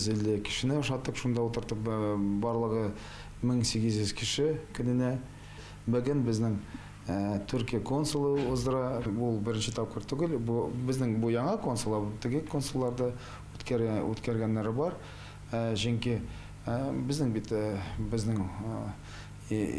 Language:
Tatar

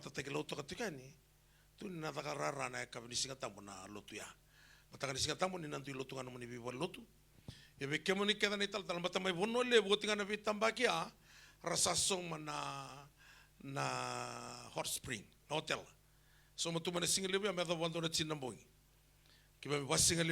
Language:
Fijian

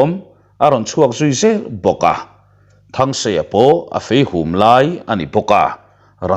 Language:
Mizo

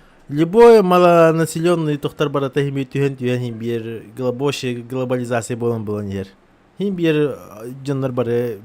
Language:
Yakut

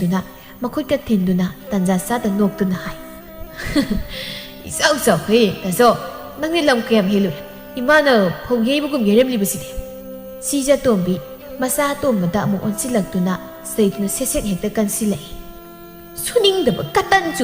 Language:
Manipuri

